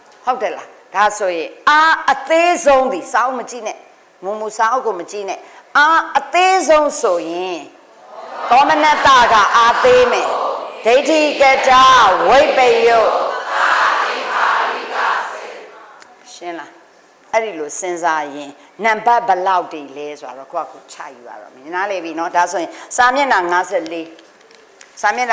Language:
Burmese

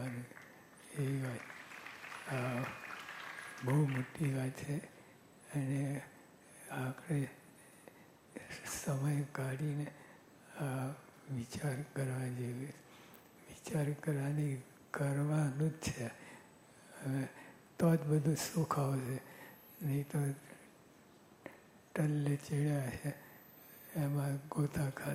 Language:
Gujarati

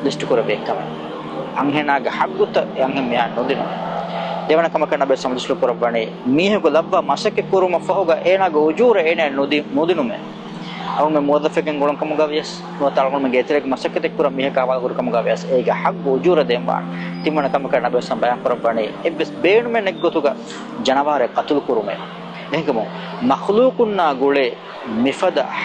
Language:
Divehi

